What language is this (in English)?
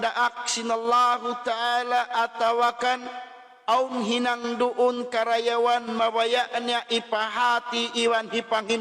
Tausug